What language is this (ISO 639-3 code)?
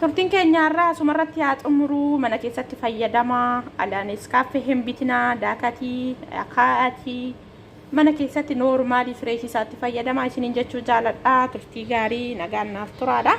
orm